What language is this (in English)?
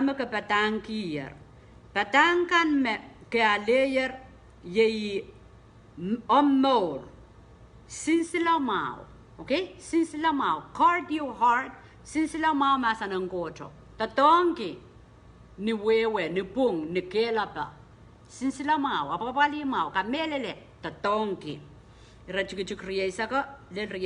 Pohnpeian